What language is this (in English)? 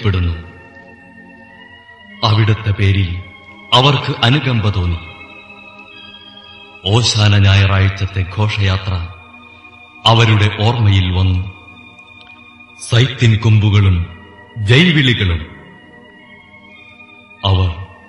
Malayalam